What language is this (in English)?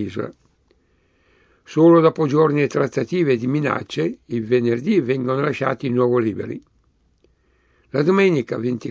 Italian